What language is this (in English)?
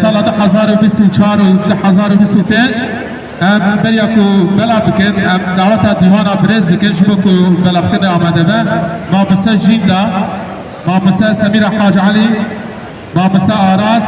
Kurdish